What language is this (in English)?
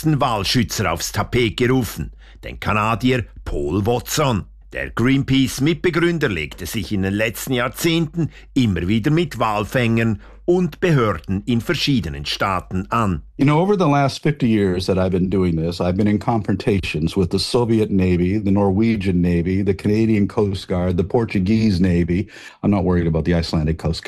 German